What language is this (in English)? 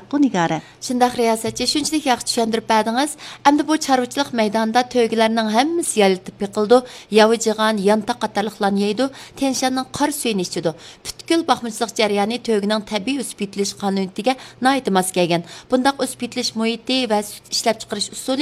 Uyghur